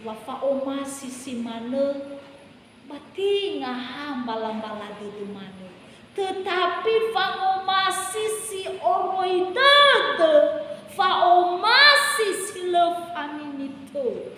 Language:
Nias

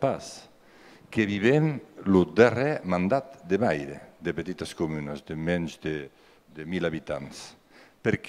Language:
Occitan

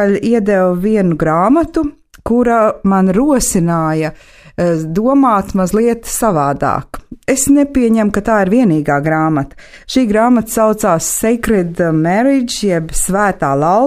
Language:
Latvian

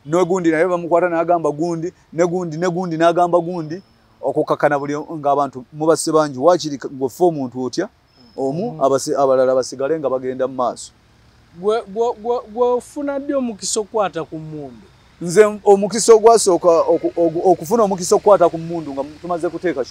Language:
Ganda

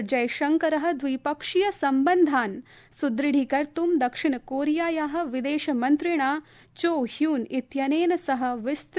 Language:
Sanskrit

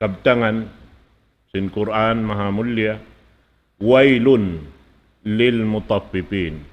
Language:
Tausug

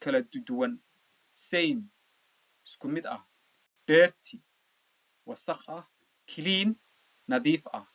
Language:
Somali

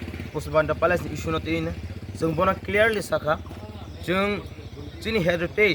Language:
Kok Borok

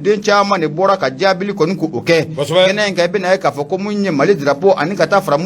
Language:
Bambara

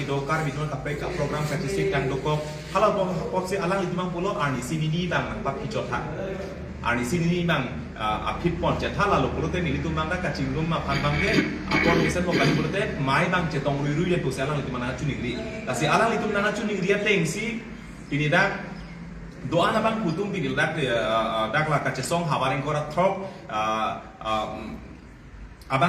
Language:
Karbi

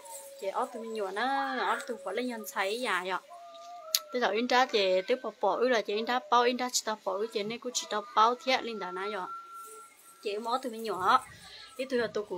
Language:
Hmong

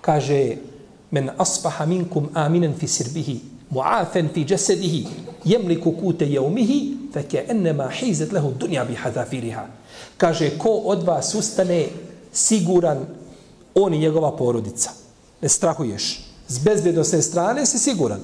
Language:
Bosnian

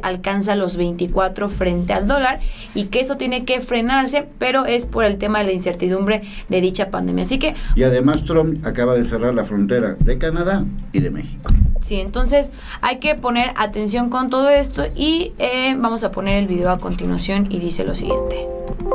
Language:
Spanish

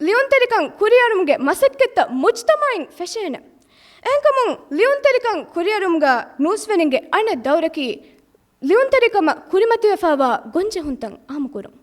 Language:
Divehi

